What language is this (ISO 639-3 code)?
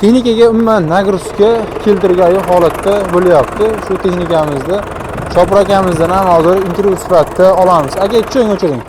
uzb